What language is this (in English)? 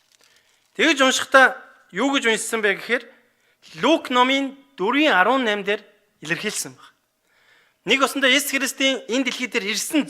Mongolian